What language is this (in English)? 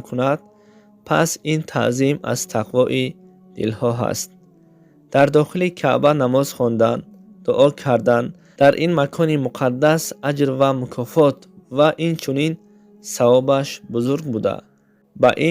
Tajik